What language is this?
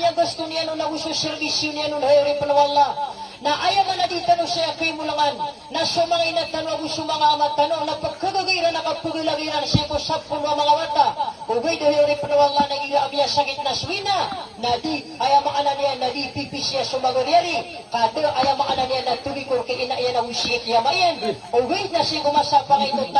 Maranao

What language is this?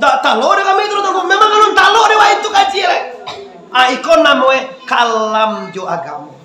Minangkabau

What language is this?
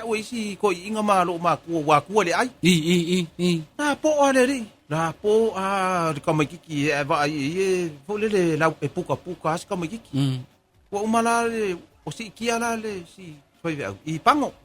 Samoan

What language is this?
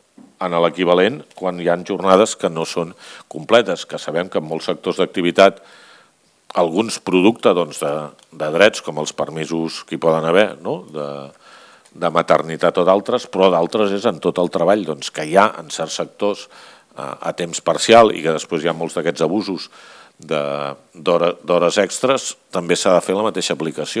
Catalan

